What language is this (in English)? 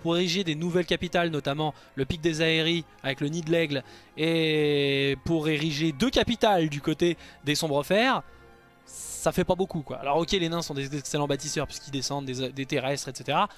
French